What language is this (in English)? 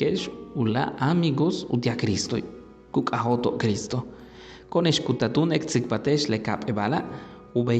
Yucateco